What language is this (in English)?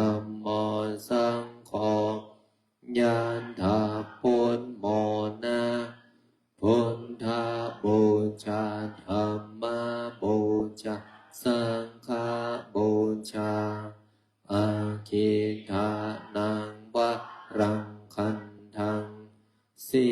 Pali